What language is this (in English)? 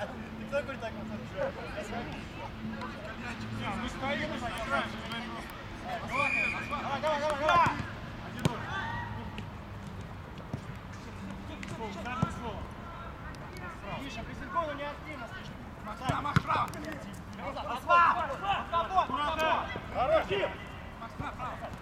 Russian